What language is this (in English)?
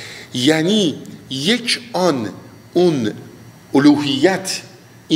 Persian